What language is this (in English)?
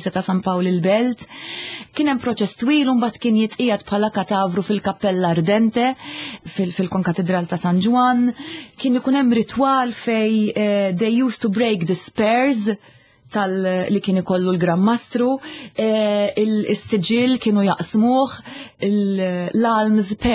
Maltese